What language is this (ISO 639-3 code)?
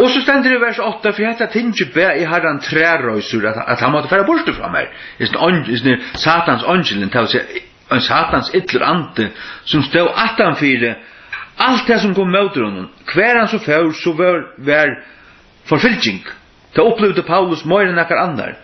fao